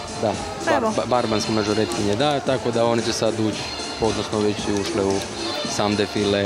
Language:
Croatian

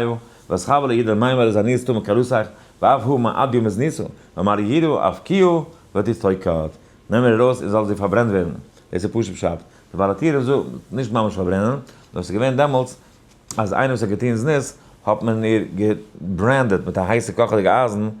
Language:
Yiddish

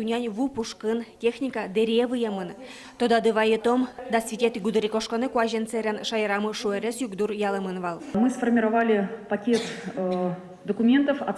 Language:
Udmurt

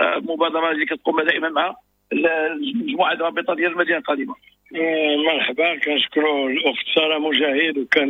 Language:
Moroccan Arabic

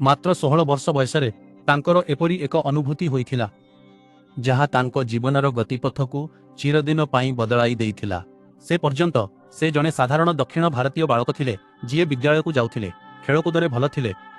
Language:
Odia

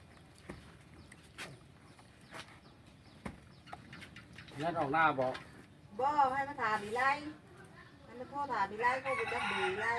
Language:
Lao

